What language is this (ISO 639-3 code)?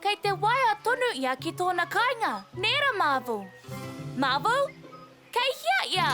mri